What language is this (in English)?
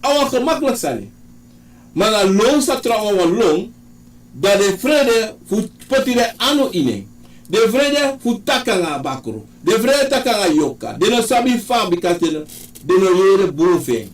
Sranan Tongo